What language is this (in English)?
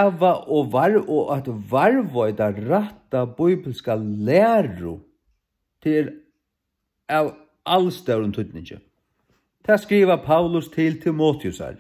Faroese